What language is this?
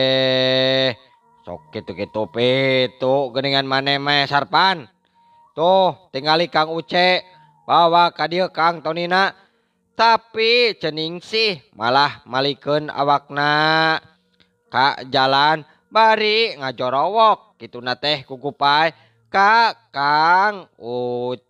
Sundanese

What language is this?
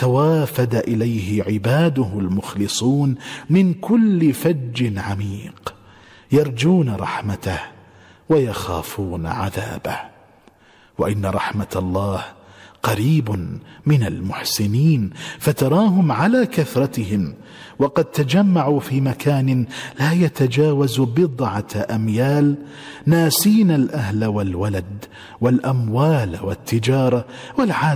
Arabic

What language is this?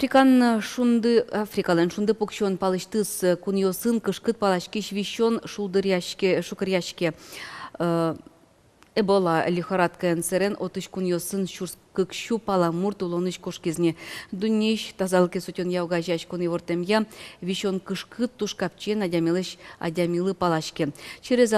Udmurt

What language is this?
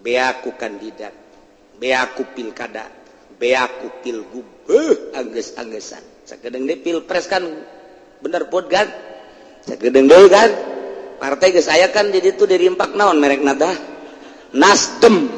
Sundanese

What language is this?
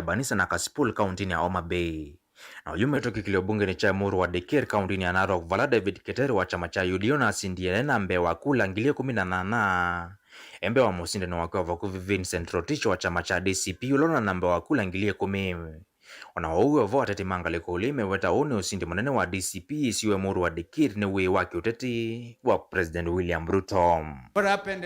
Kamba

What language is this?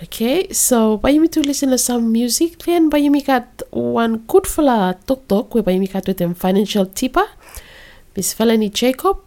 Bislama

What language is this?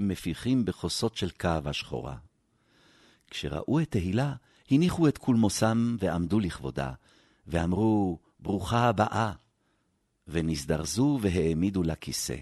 Hebrew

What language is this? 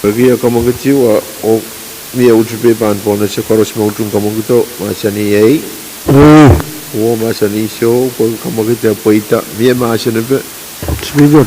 Pohnpeian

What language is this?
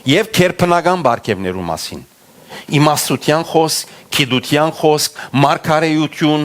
Western Armenian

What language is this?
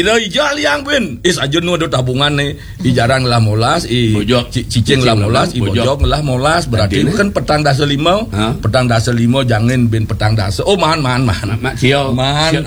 Balinese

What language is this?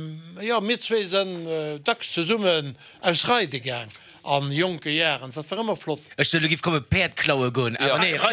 Luxembourgish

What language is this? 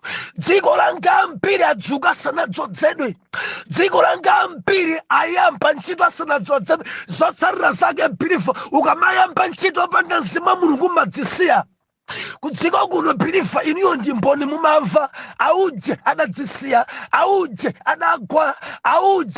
Nyanja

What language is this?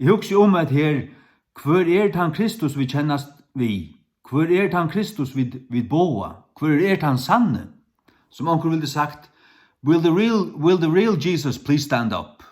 Faroese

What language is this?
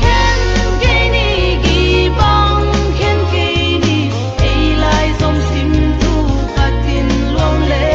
Tedim Chin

